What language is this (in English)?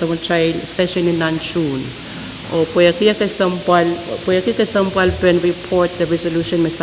Pohnpeian